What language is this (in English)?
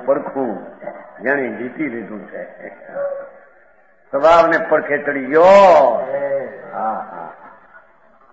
Gujarati